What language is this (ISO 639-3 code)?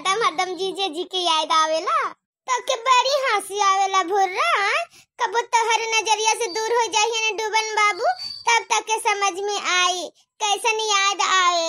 bho